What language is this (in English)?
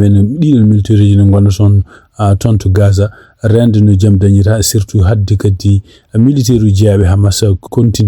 Fula